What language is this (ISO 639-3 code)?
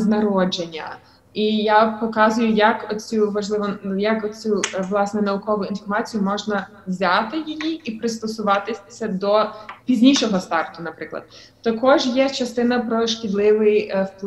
ukr